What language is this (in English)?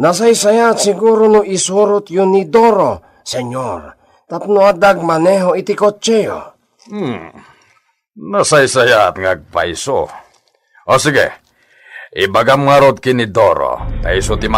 Iloko